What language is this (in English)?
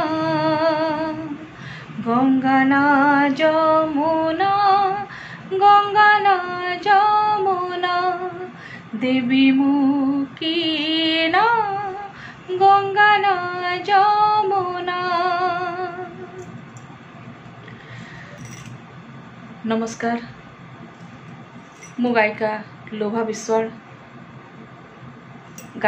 Odia